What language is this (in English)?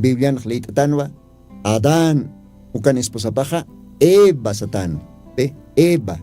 Aymara